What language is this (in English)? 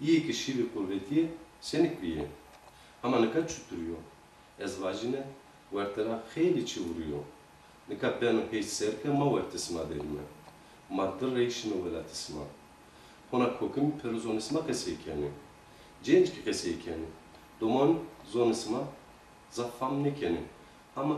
Zaza